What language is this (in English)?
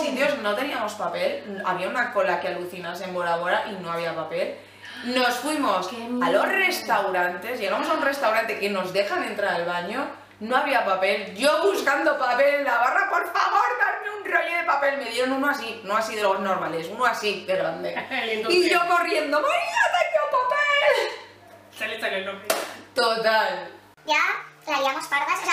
Spanish